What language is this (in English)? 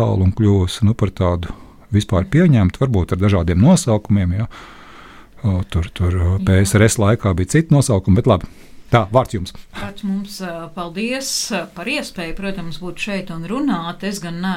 Latvian